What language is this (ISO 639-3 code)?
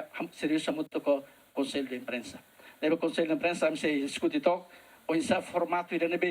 tet